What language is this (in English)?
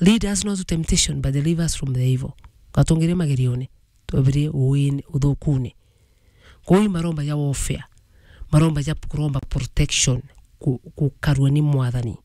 Meru